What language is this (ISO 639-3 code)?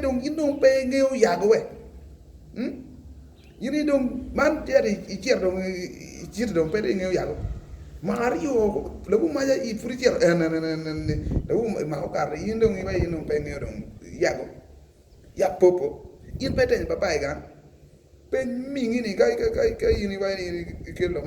ach